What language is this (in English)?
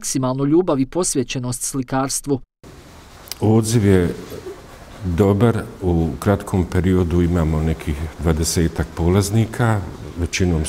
Bosnian